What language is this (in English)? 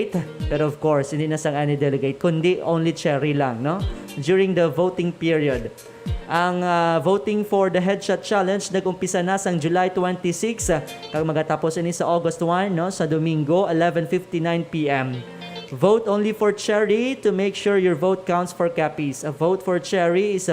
Hiligaynon